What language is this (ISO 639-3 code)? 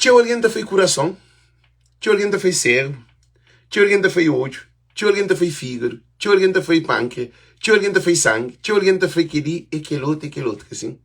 kea